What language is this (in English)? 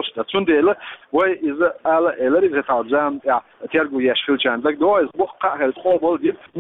Chechen